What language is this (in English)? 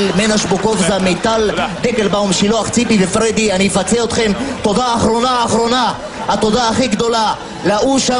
Hebrew